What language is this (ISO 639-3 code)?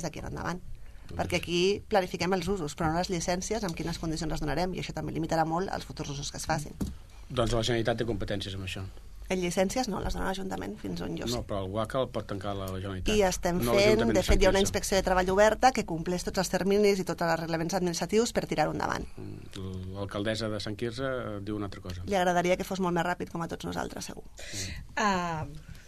cat